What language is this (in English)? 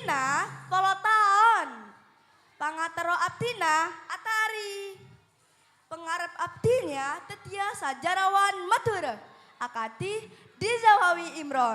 Madurese